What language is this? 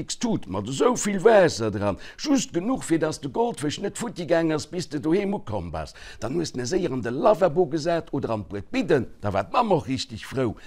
Luxembourgish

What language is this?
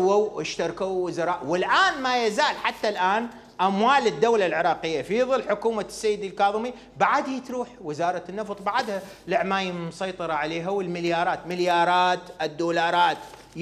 Mesopotamian Arabic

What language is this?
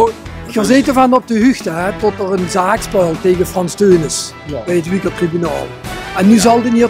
Limburgish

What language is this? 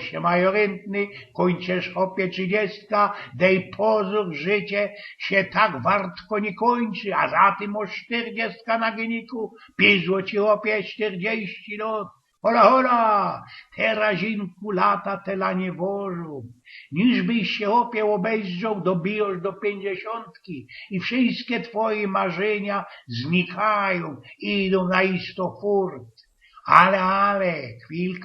Silesian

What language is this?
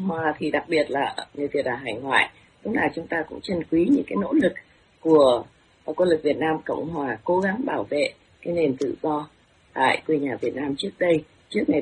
Vietnamese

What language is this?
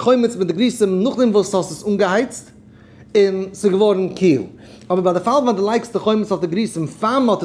Yiddish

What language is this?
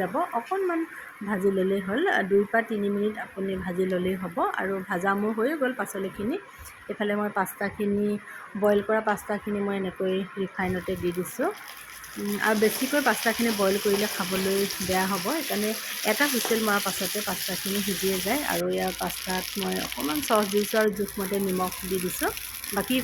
Assamese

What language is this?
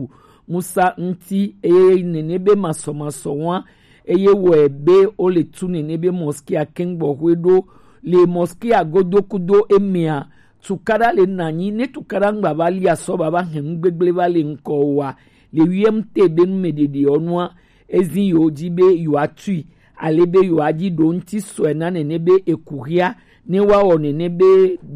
Gen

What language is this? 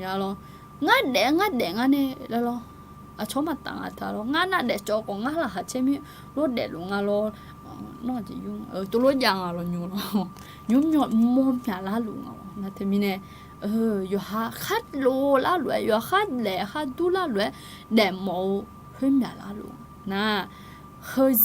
Akha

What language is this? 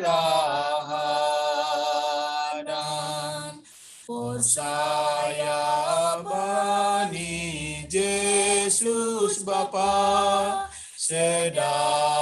Batak Simalungun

